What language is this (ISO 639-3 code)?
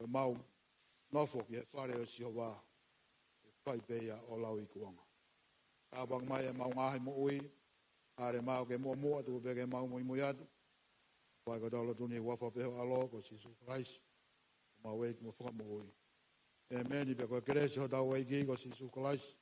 ton